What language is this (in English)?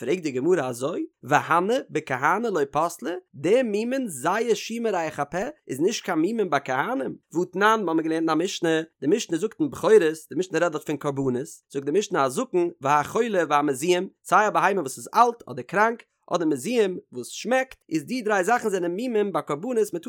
Yiddish